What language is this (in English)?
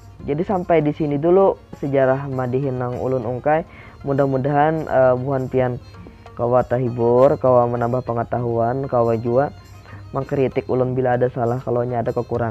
Banjar